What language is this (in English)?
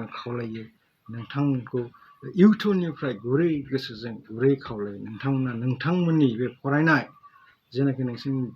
Bodo